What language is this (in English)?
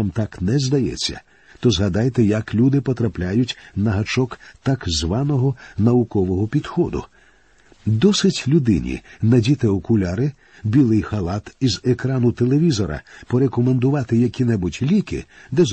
Ukrainian